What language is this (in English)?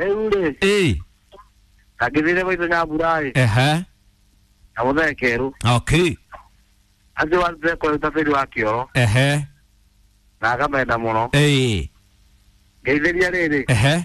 Kikuyu